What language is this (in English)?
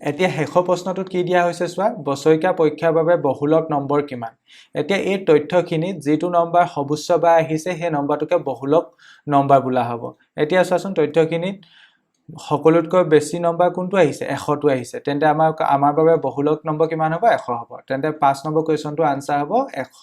Assamese